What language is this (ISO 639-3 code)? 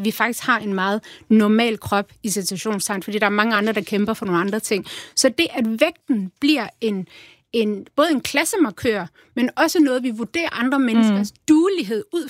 dan